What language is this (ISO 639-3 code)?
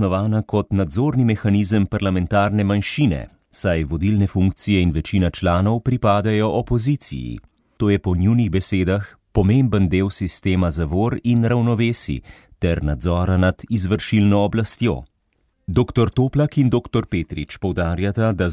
slv